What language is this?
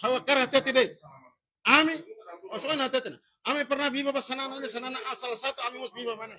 Tetum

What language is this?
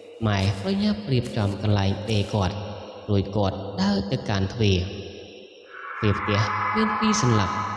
Khmer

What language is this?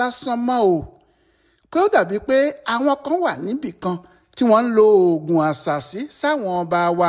Yoruba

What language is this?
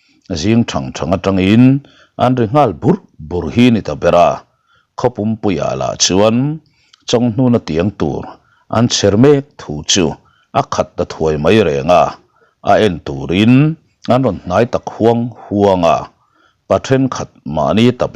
Mizo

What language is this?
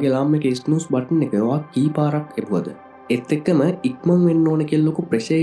Sinhala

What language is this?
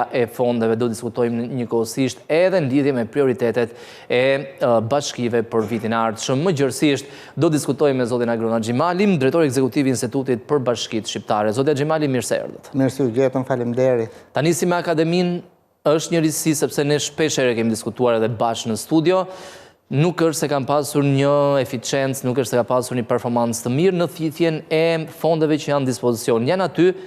Albanian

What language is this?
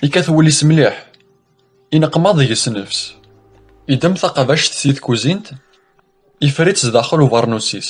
Kabyle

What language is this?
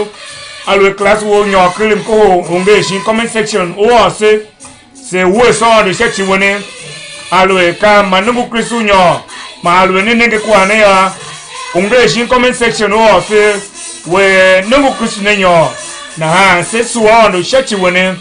Tiv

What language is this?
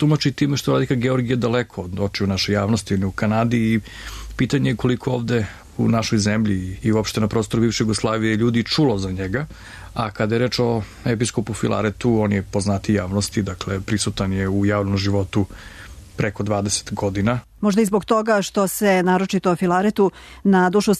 Serbian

